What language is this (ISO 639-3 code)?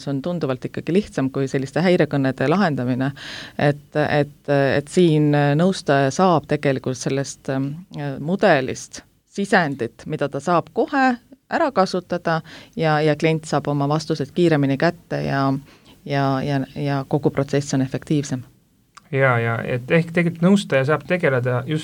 est